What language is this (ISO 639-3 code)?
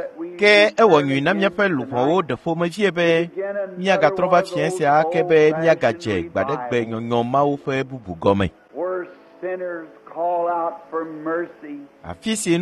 ewe